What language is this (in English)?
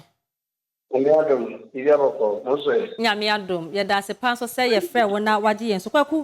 Akan